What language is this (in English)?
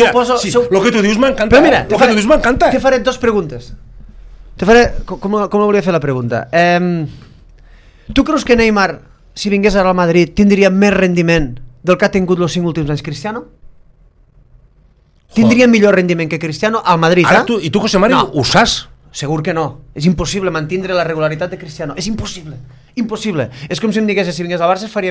Catalan